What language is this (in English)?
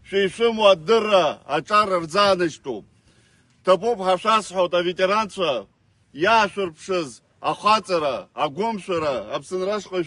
Abkhazian